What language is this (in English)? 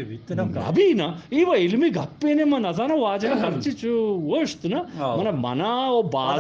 Eastern Balochi